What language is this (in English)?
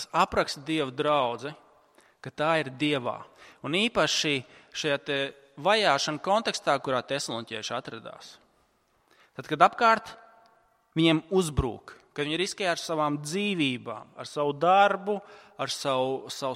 Latvian